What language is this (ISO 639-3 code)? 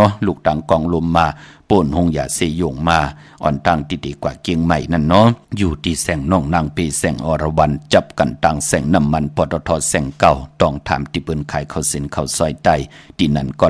shn